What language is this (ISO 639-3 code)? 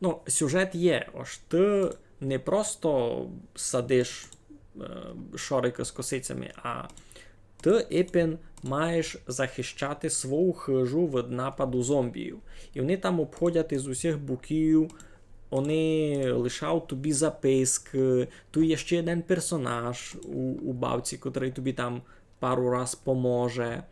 rue